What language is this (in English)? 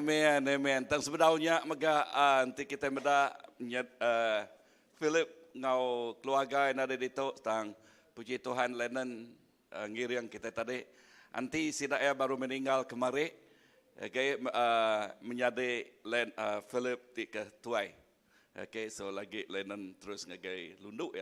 Iban